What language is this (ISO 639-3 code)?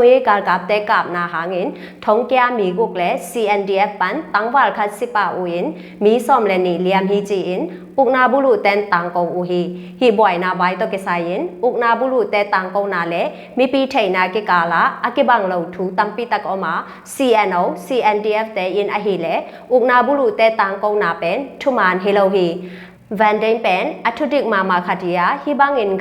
ctd